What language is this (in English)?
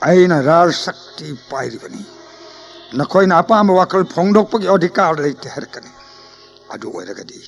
Manipuri